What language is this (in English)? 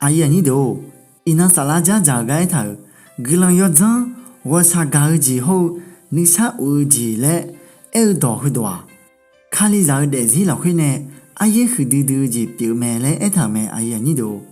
Akha